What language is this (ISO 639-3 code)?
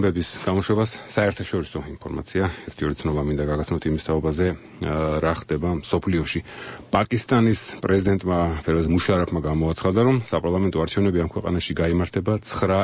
kat